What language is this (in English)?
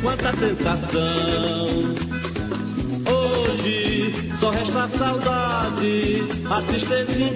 Portuguese